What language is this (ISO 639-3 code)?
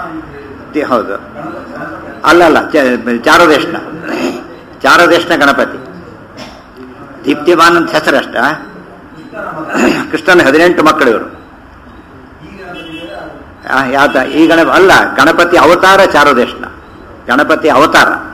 kan